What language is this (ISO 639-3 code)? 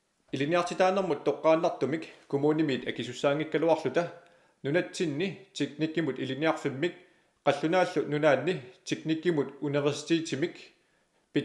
kal